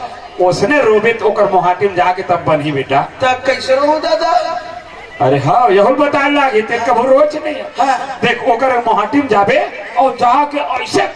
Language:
Chhattisgarhi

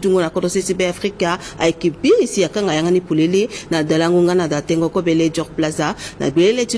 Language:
Sango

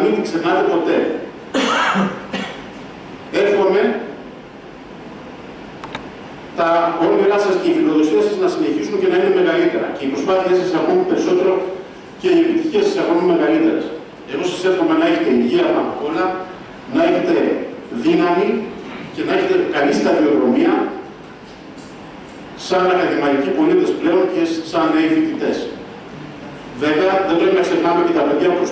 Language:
Greek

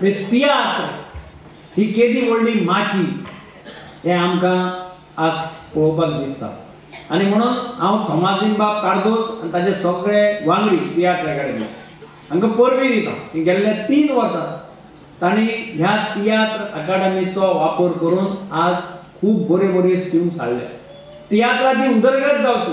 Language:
Konkani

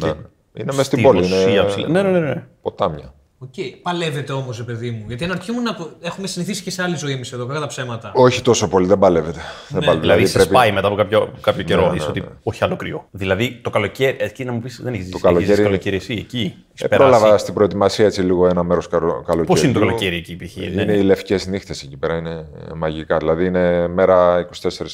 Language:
Greek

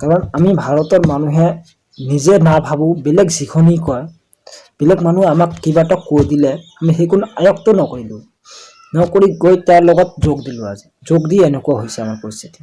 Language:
Assamese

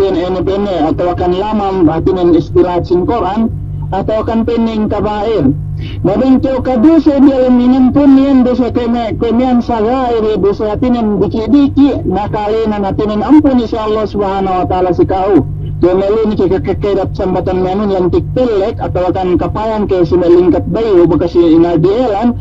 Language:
Yakan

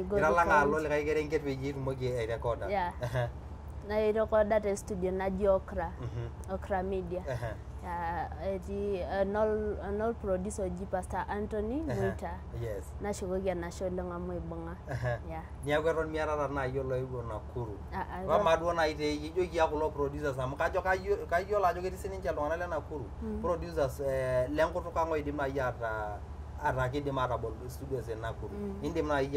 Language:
Masai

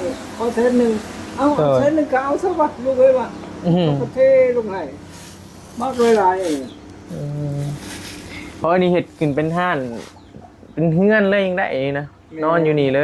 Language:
Northeastern Thai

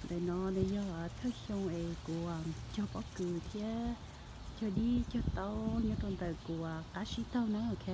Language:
Hmong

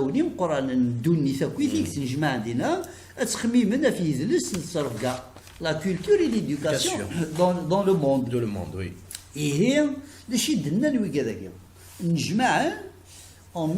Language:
Kabyle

